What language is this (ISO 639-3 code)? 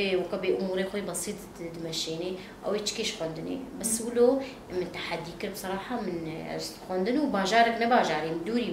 kur